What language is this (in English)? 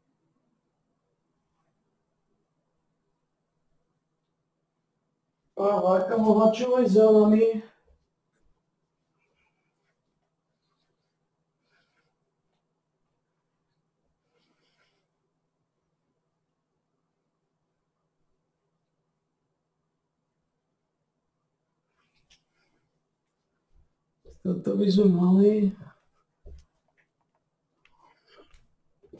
Slovak